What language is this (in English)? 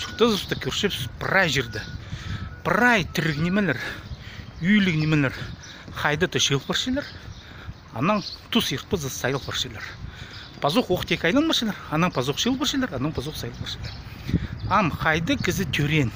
Khakas